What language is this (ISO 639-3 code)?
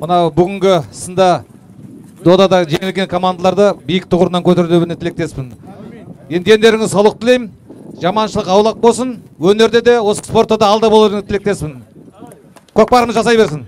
kaz